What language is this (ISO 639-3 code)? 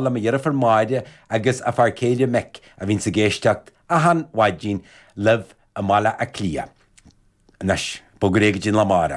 gle